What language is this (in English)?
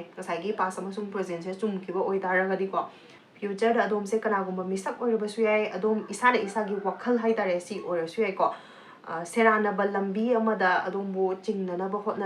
Manipuri